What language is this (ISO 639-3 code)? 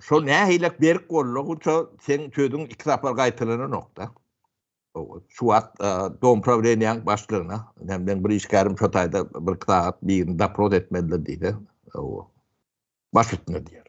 tuk